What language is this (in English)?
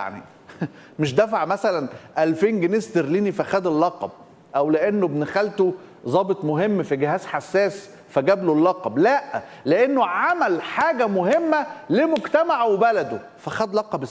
Egyptian Arabic